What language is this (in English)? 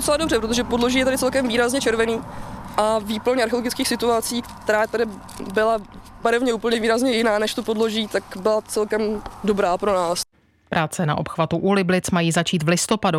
Czech